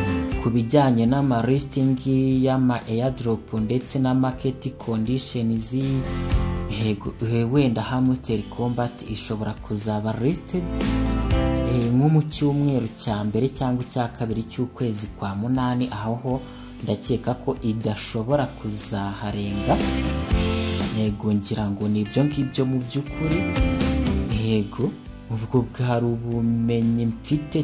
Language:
Kinyarwanda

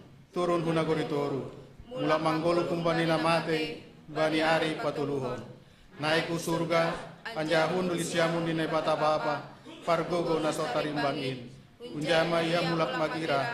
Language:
Batak Simalungun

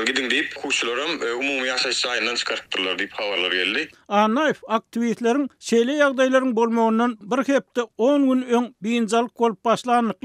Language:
Turkmen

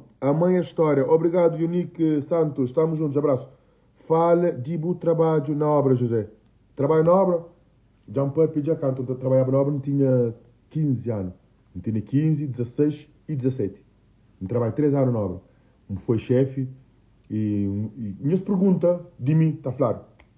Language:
Kabuverdianu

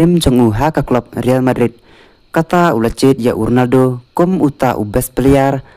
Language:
Khasi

